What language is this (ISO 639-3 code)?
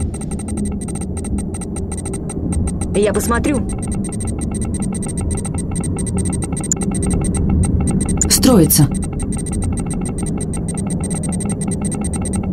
rus